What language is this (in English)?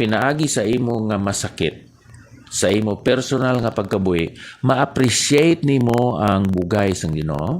Hiligaynon